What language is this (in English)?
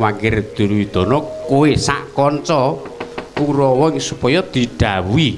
Javanese